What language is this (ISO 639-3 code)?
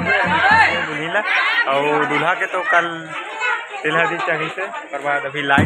hne